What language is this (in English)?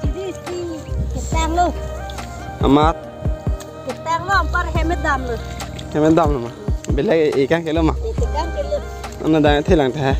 Karbi